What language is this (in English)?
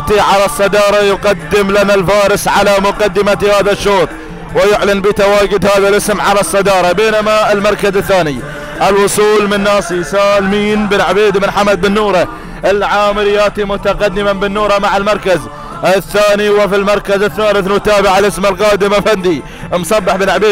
Arabic